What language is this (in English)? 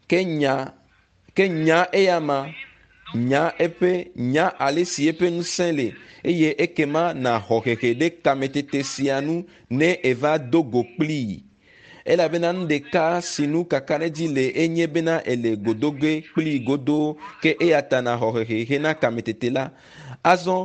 Ewe